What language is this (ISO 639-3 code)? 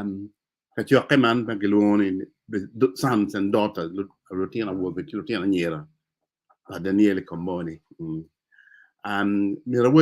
ach